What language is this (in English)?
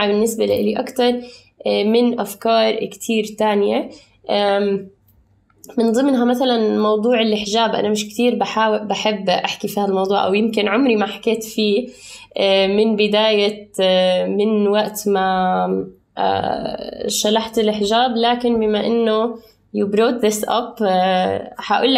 North Levantine Arabic